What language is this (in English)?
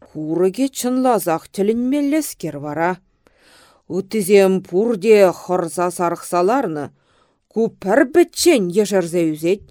Chuvash